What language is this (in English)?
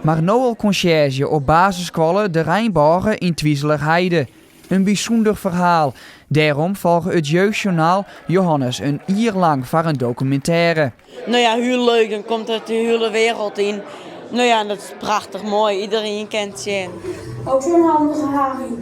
Western Frisian